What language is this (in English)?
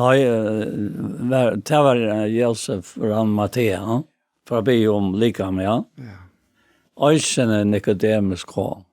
Faroese